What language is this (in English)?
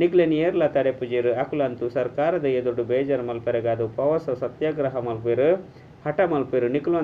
Tulu